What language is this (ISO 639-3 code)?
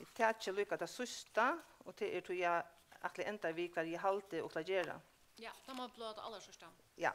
fao